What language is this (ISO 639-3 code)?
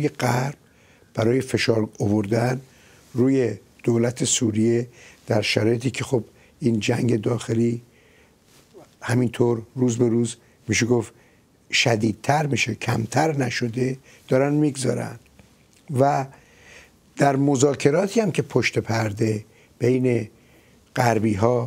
fas